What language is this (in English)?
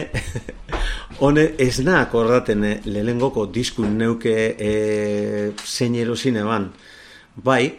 Basque